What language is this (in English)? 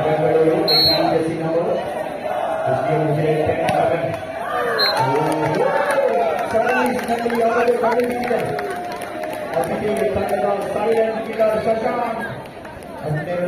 Kannada